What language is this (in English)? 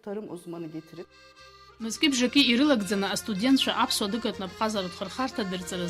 Abkhazian